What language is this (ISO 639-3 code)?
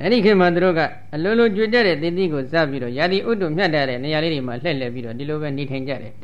mya